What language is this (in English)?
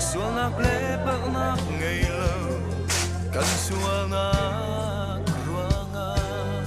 Hakha Chin